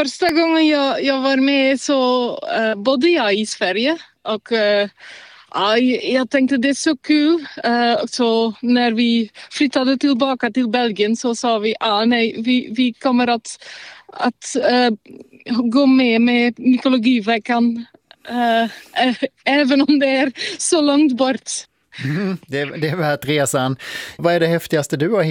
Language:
Swedish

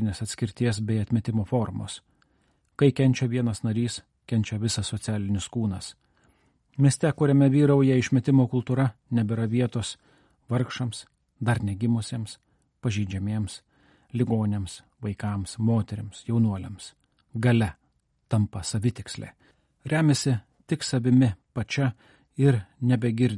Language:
Lithuanian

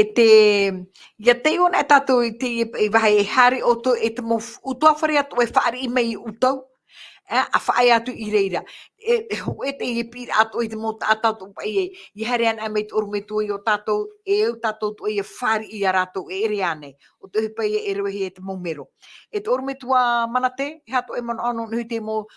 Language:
Tahitian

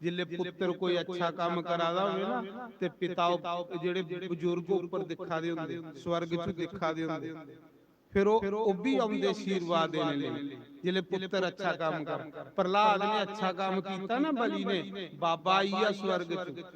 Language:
Dogri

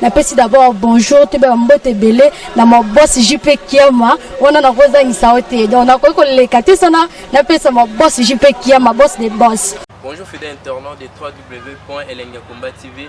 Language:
Lingala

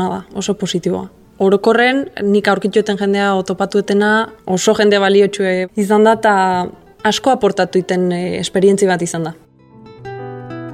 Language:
Basque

